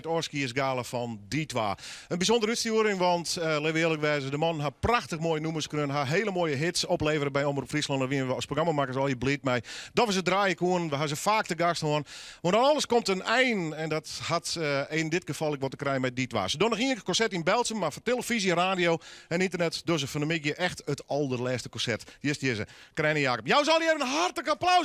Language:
Western Frisian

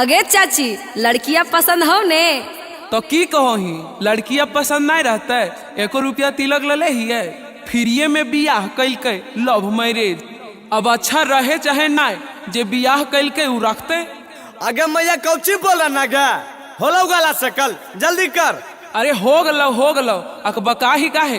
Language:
Magahi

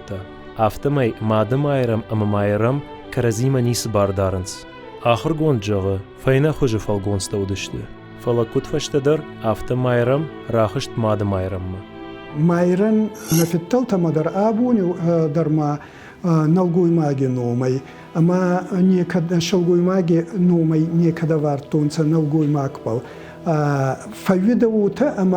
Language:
Ossetic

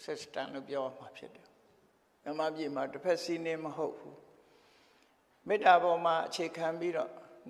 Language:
Burmese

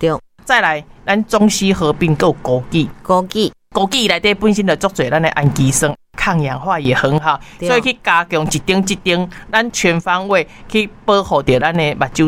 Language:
Min Nan Chinese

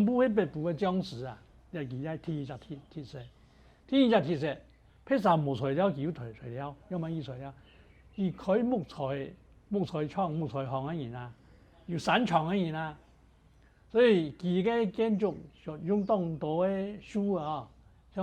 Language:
Hakka Chinese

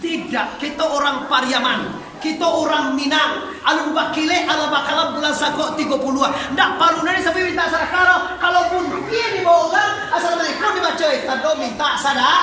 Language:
Minangkabau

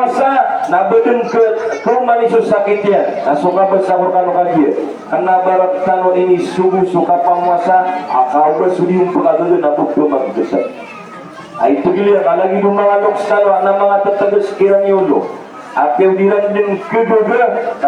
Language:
Maranao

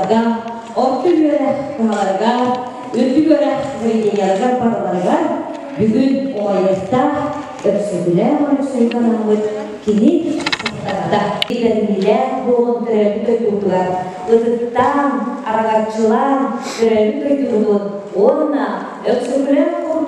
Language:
Yakut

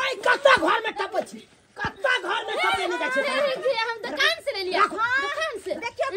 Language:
Maithili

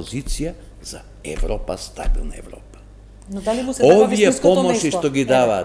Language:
Macedonian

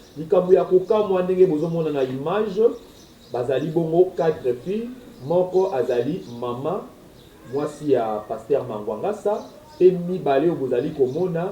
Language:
Lingala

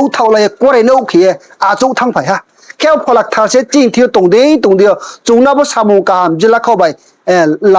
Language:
Riang (India)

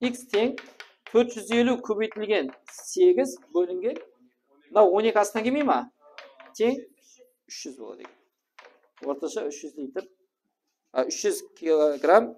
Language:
Kara-Kalpak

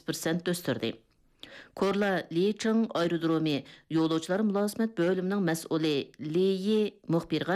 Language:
Uyghur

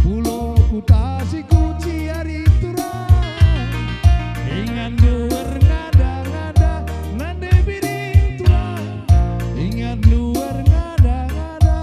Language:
Batak Karo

